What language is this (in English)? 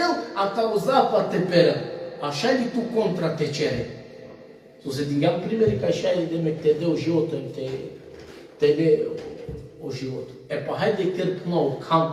Balkan Romani